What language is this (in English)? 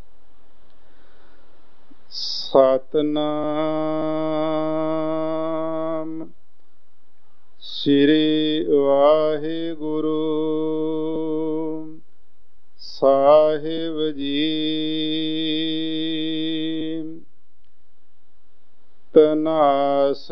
Punjabi